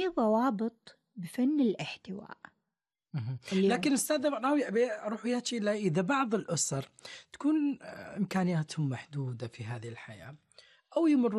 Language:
Gulf Arabic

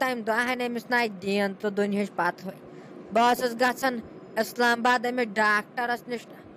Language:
Kashmiri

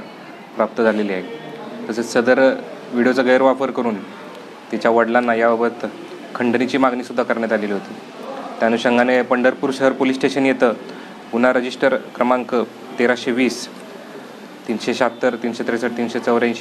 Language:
Marathi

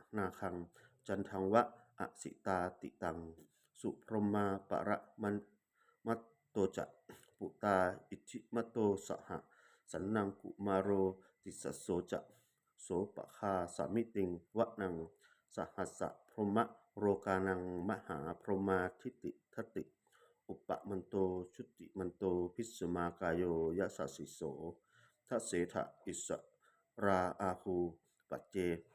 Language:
Pali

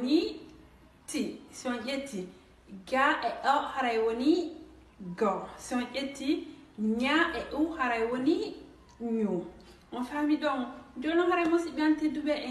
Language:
Fula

